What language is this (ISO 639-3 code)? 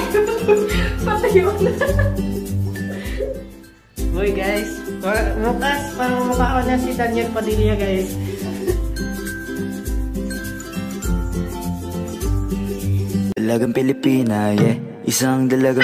fil